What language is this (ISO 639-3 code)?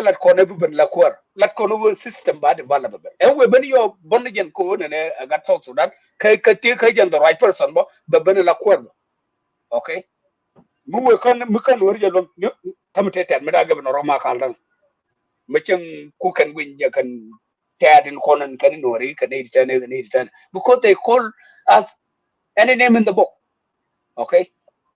nus